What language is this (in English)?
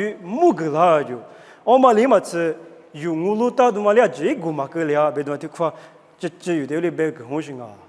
Lisu